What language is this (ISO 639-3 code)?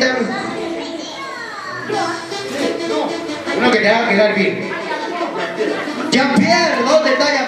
spa